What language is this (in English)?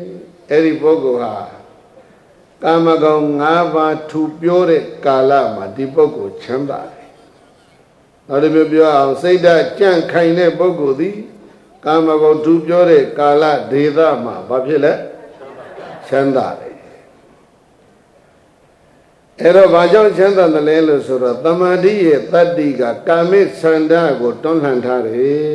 Burmese